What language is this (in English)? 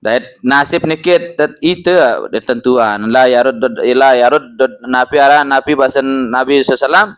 Sasak